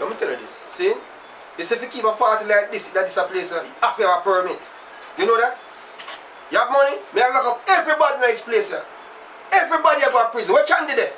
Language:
Jamaican Creole English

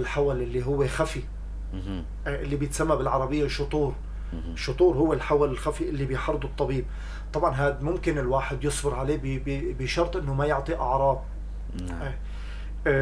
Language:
North Levantine Arabic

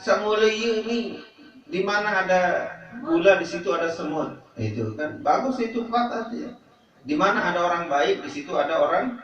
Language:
Sasak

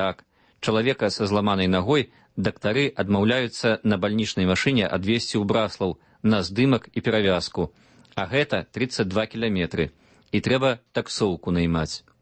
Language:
Belarusian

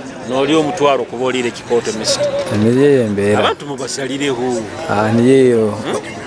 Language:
Nyoro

